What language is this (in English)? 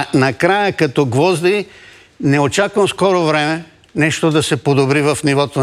Bulgarian